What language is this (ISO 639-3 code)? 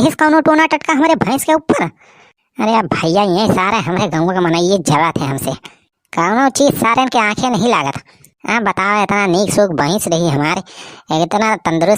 awa